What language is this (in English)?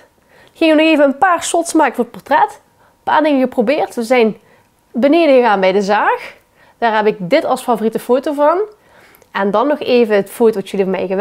Limburgish